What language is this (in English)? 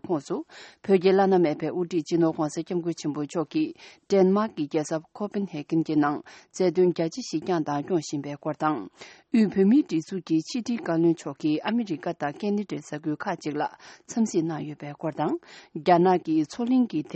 Tibetan